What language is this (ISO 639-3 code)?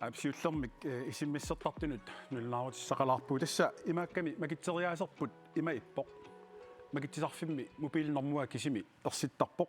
kal